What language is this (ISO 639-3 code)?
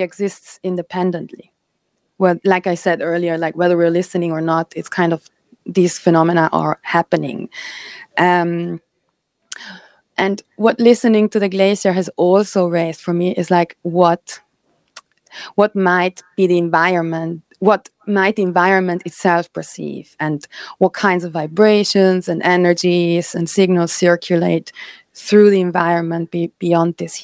eng